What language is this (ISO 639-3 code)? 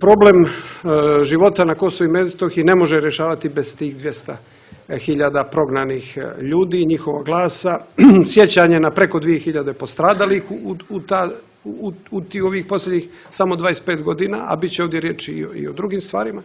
srp